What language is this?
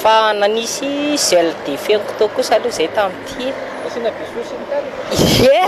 Malagasy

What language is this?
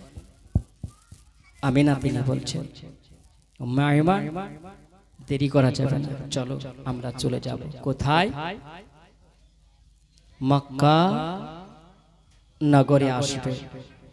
Bangla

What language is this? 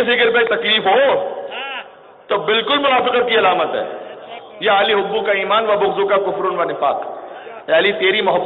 Urdu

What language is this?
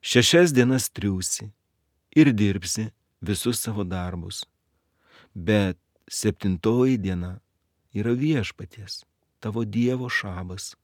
Lithuanian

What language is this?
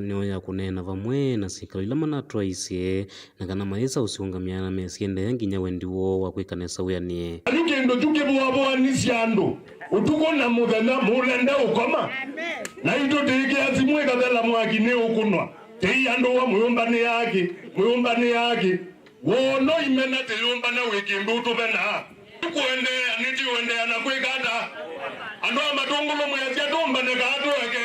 Kamba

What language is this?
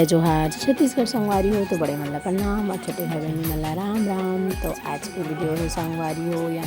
Chhattisgarhi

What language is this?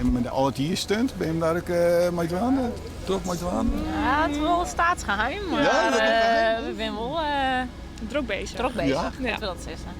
Western Frisian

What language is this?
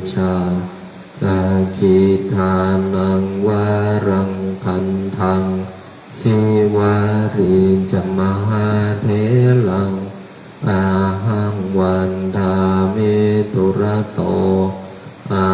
Pali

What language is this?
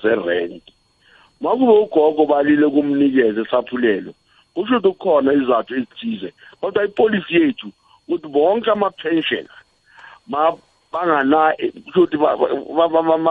South Ndebele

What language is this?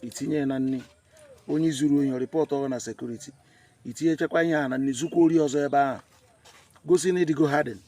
Igbo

